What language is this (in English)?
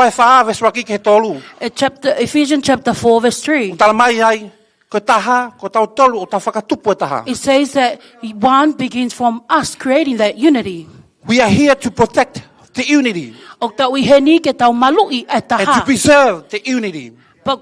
Tongan